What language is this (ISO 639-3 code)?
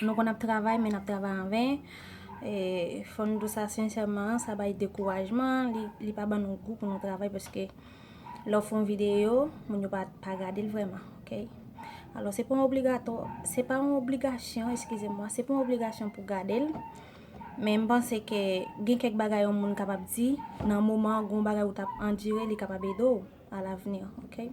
hat